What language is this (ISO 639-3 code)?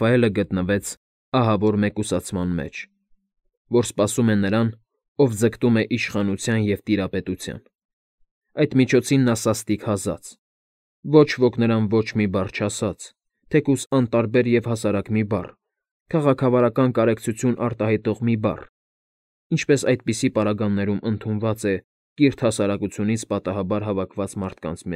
hye